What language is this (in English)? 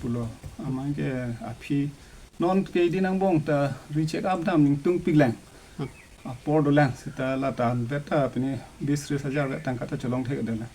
Karbi